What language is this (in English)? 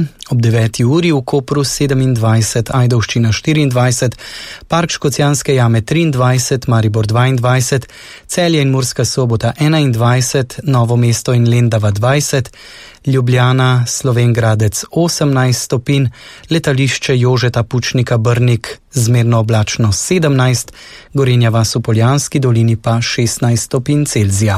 Slovenian